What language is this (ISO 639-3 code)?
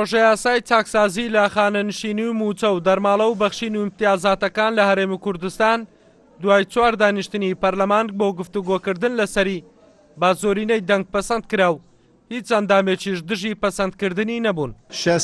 ckb